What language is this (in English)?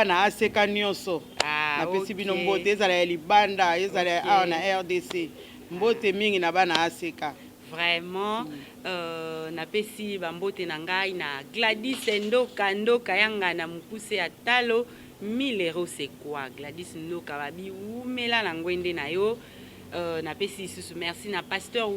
Lingala